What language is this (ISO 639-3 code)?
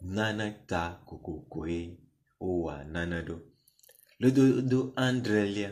ewe